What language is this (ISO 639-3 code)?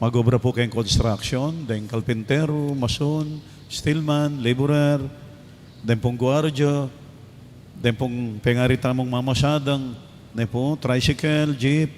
pam